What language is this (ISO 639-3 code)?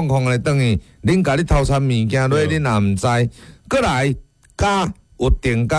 nan